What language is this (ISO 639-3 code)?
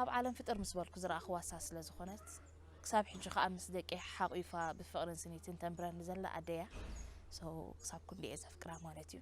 tir